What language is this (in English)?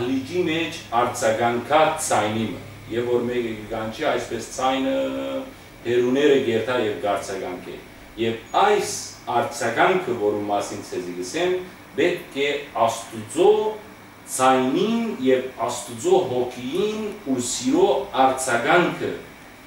Western Armenian